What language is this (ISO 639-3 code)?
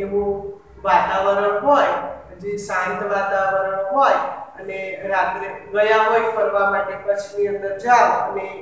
guj